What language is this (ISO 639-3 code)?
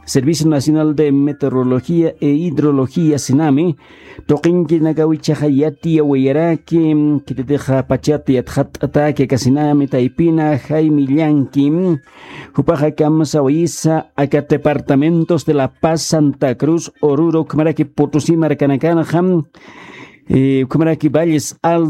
aym